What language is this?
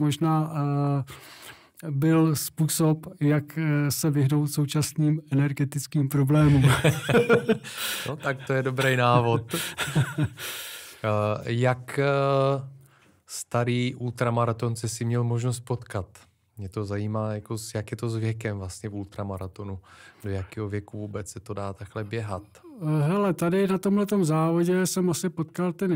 Czech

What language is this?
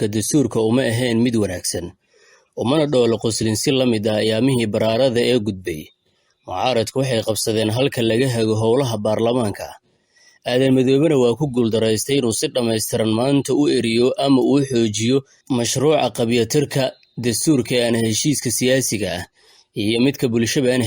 Somali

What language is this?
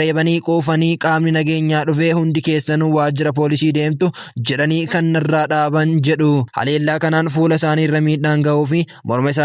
Oromo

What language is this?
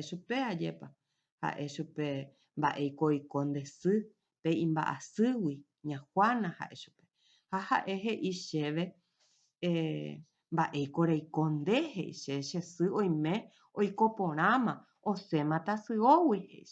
Guarani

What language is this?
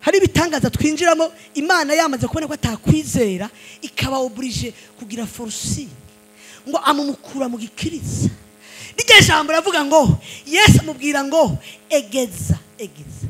Rundi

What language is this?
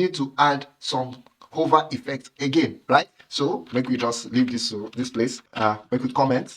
Nigerian Pidgin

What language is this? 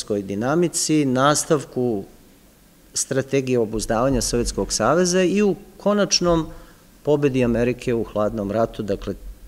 Serbian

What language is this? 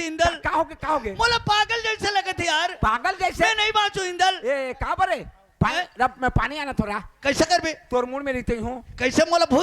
Chhattisgarhi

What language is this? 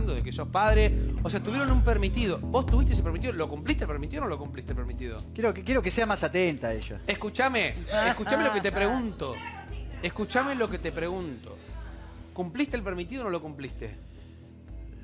Spanish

